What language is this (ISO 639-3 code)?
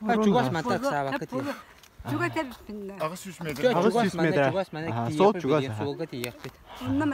sah